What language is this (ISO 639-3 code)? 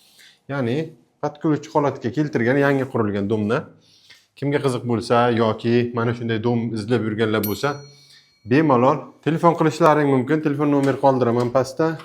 uzb